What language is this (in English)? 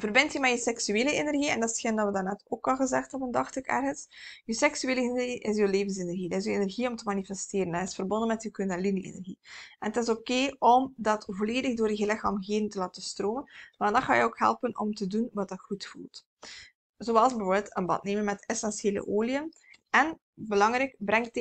Dutch